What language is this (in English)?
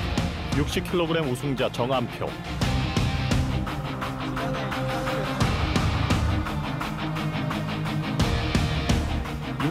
Korean